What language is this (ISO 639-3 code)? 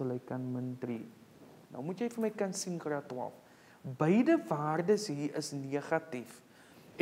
afr